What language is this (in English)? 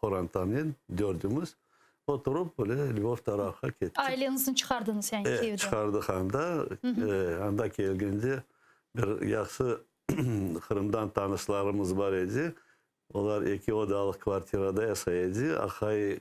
Crimean Tatar